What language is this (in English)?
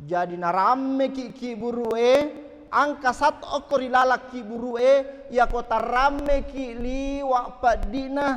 Buginese